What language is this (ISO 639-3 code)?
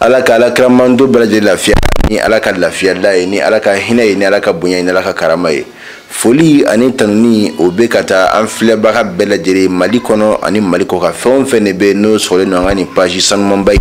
bam